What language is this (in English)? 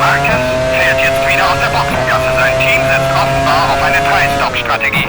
Bavarian